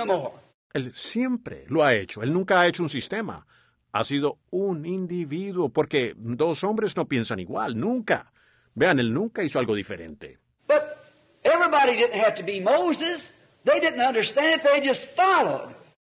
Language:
Spanish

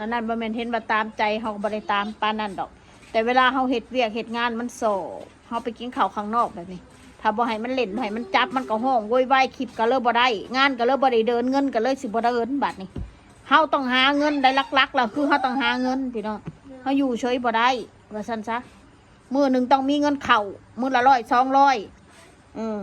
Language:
Northeastern Thai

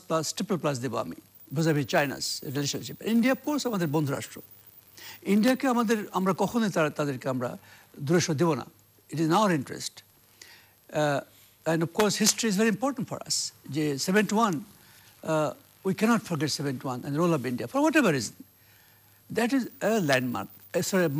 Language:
Bangla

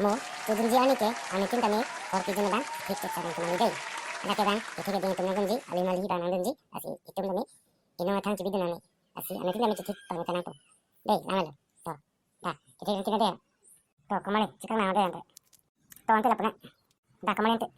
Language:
Karbi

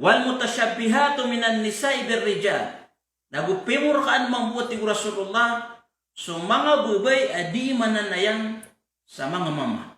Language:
Maranao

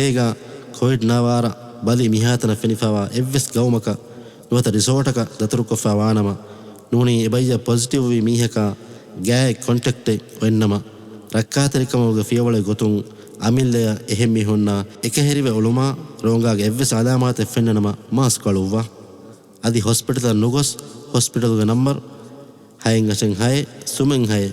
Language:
Divehi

